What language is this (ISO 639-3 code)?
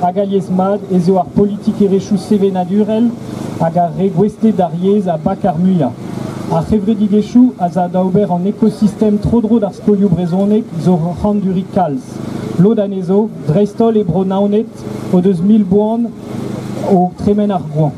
bre